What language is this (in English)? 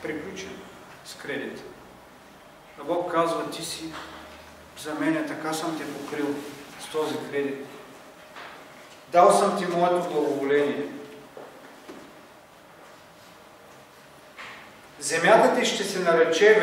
Bulgarian